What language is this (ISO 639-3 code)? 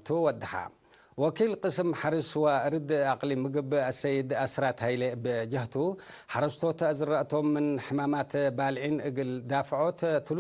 tig